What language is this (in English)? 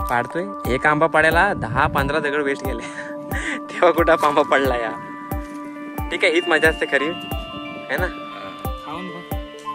Marathi